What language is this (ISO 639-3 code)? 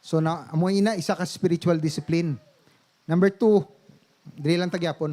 hil